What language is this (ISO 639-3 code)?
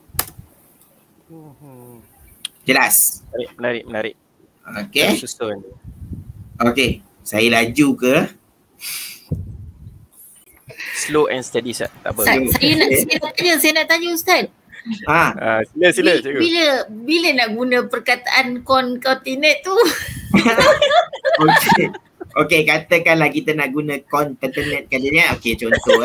msa